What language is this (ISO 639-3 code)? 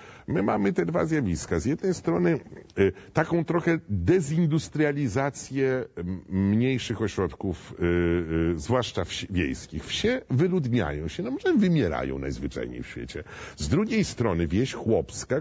pol